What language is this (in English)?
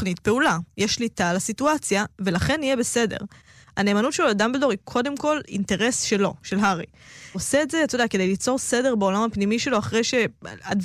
Hebrew